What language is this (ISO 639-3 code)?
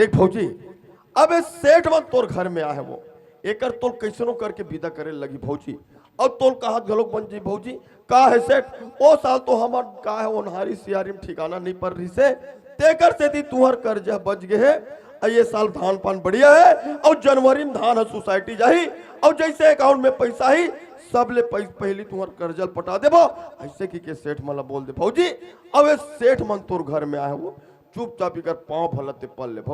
hne